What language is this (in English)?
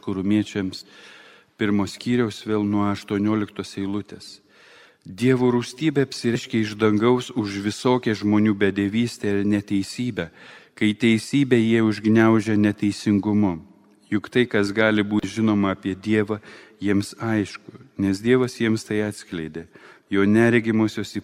Lithuanian